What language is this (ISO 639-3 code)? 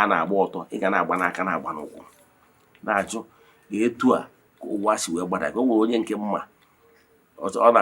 ibo